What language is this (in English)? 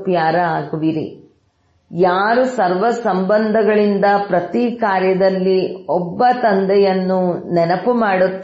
Kannada